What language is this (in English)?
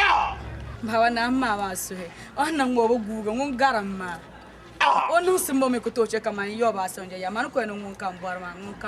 Dagbani